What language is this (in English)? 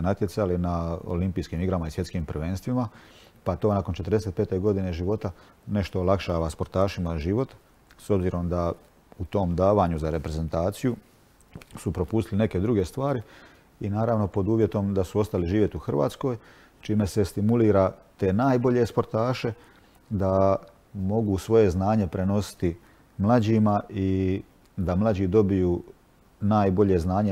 Croatian